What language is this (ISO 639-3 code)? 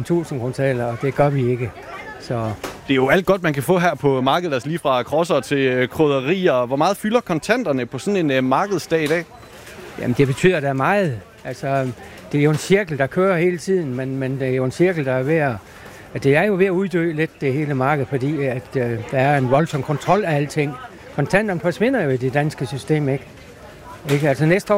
dan